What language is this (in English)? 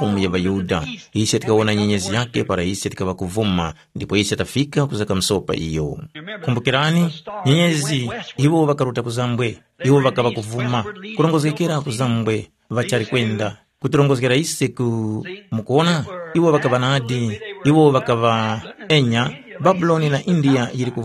Tumbuka